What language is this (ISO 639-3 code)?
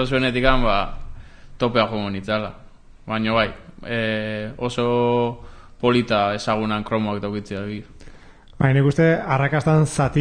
eus